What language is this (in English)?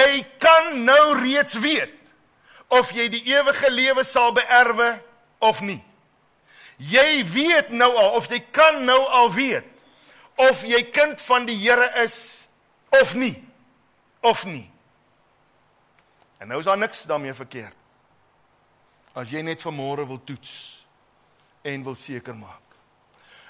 Afrikaans